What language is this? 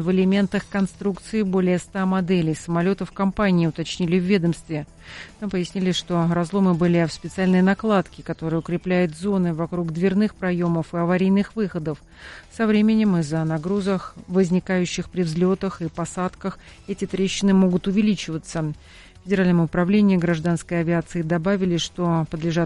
Russian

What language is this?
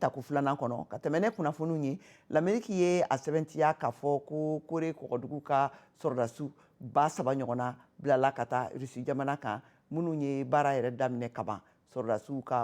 Bambara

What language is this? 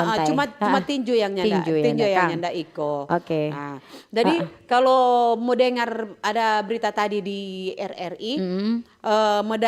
Manado Malay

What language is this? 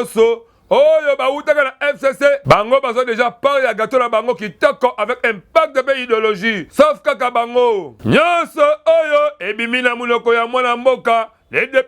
Lingala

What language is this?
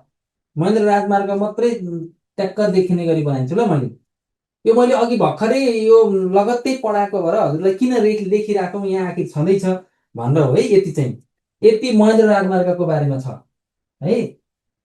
Nepali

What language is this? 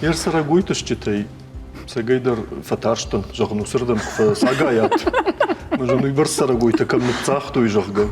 Ossetic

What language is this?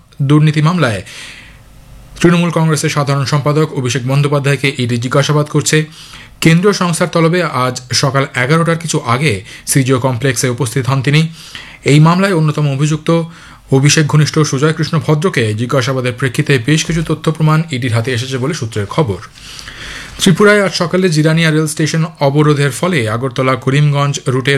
Bangla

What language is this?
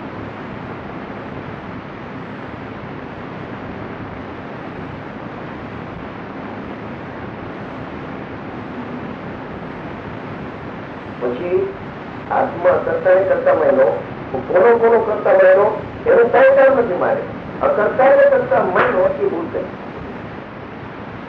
Gujarati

